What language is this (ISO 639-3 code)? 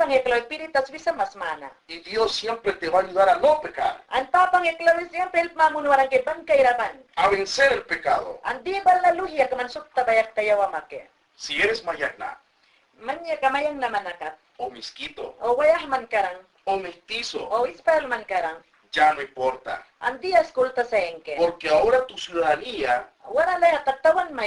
yan